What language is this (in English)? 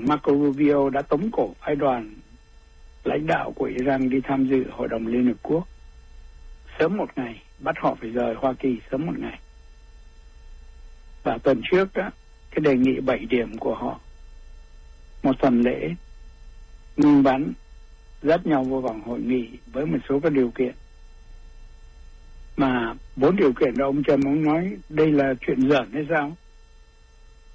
Vietnamese